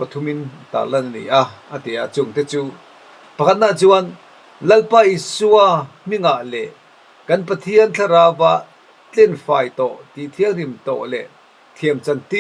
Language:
Mizo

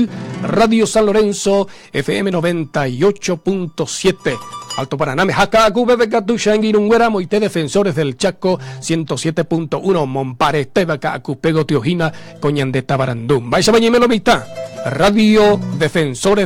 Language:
Guarani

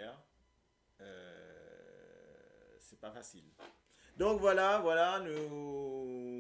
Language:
Morisyen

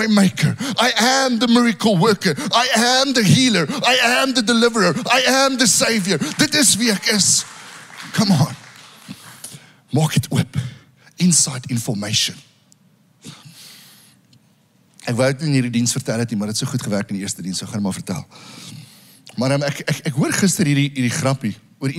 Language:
Afrikaans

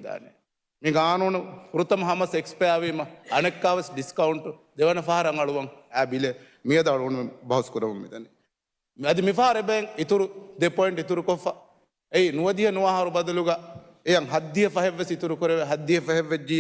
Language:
Divehi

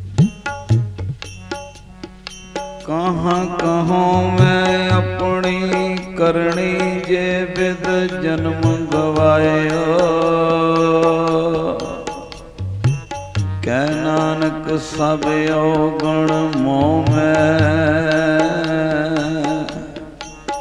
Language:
Punjabi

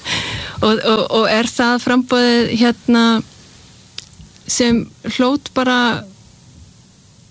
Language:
Icelandic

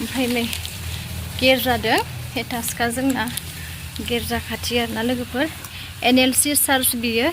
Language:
Bodo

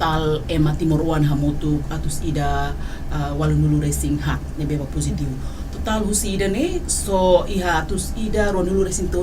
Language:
Tetum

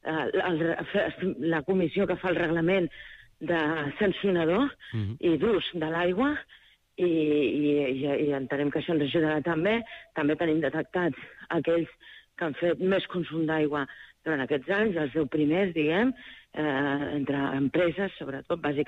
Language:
Catalan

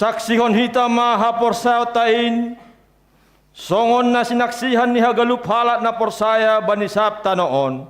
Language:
Batak Simalungun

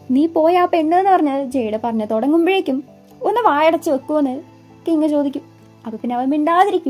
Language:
Malayalam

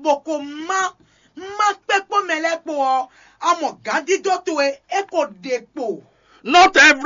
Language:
Fon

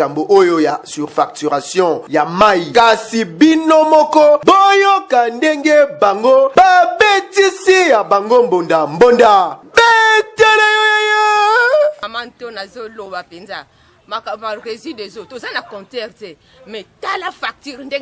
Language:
Lingala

